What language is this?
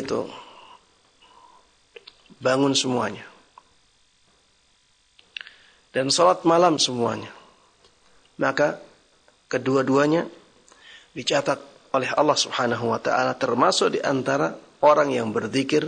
Indonesian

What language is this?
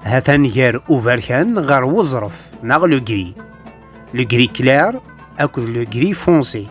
Kabyle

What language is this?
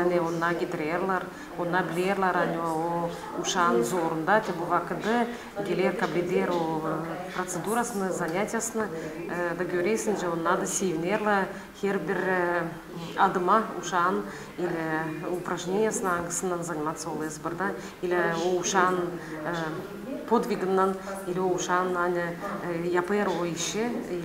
Gagauz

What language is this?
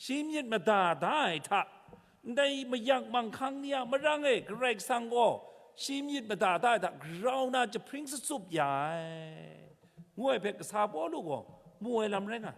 Kachin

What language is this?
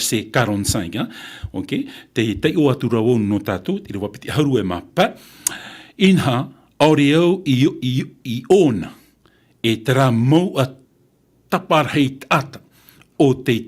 Tahitian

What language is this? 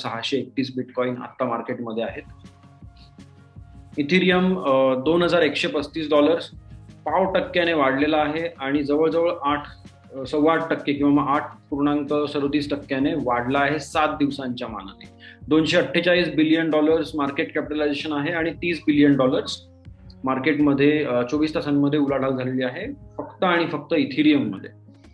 Marathi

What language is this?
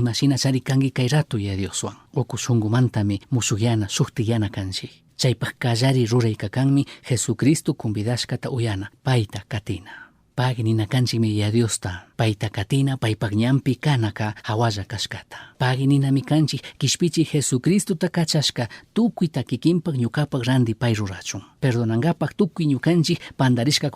Chimborazo Highland Quichua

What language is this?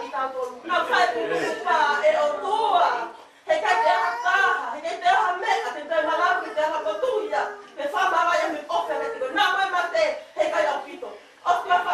Tongan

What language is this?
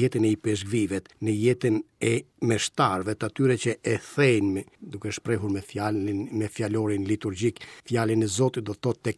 Albanian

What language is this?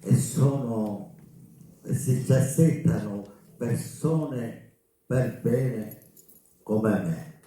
Sicilian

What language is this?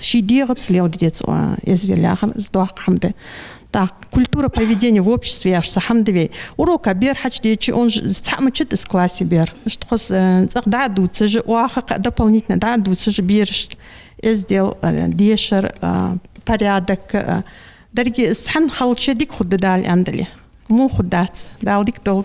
Ingush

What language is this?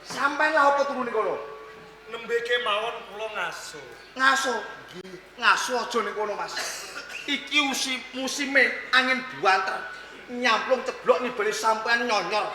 Javanese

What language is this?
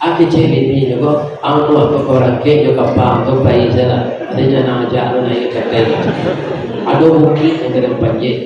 Minangkabau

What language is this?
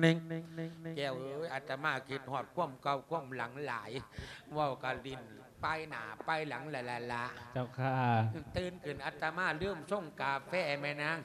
Lao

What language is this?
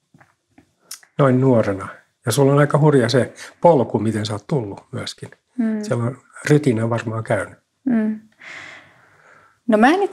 Finnish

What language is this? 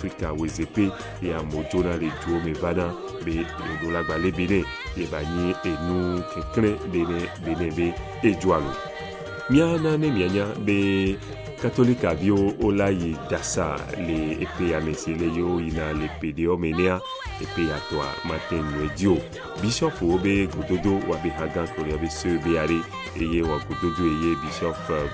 Ewe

